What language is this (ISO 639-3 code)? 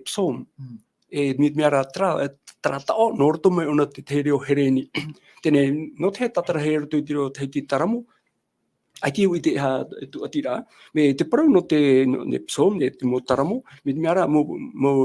tah